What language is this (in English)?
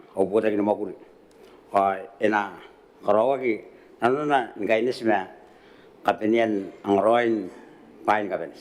Gilbertese